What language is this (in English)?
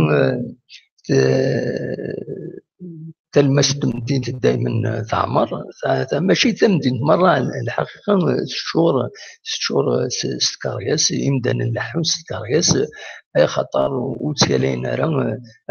Kabyle